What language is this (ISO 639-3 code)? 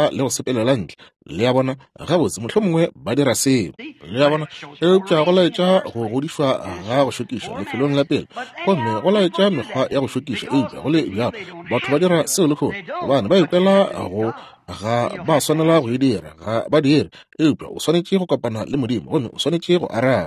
nso